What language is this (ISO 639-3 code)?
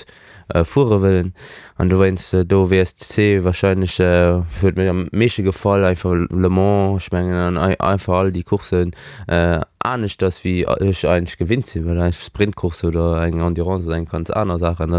ltz